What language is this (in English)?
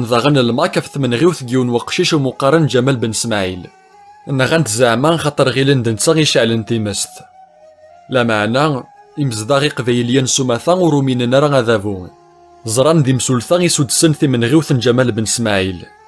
Kabyle